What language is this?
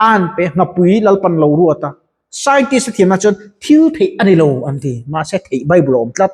Mizo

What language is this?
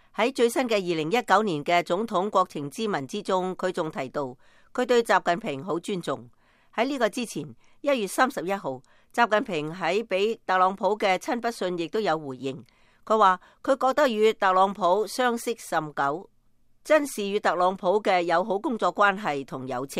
Cantonese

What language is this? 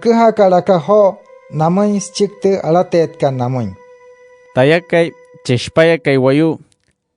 Wayuu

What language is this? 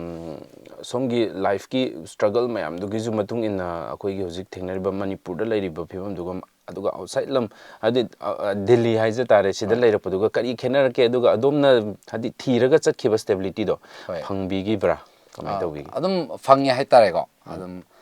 Manipuri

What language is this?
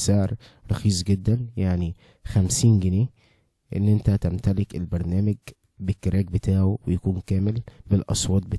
Egyptian Arabic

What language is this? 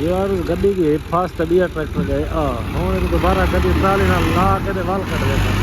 Saraiki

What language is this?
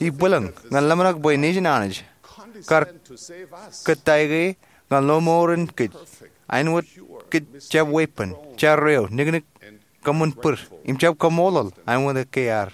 Marshallese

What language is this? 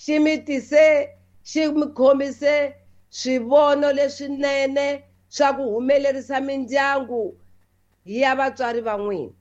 Tsonga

